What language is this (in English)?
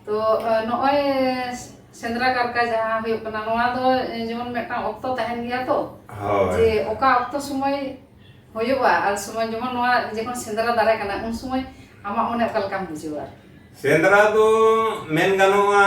Santali